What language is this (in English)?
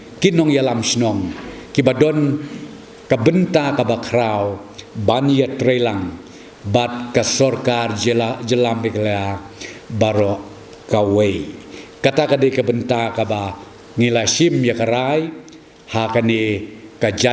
Khasi